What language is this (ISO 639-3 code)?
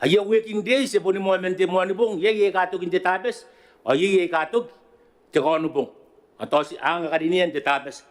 gil